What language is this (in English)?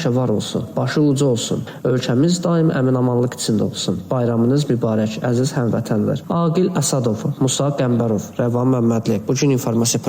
Azerbaijani